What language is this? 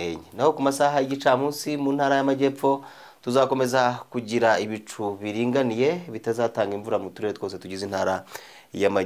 Kinyarwanda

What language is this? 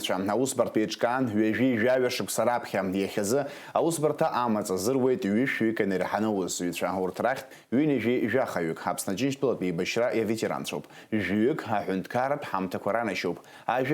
Abkhazian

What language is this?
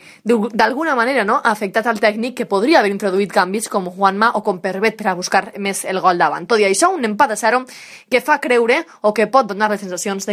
Catalan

